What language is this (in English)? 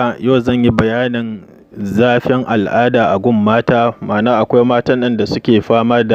Hausa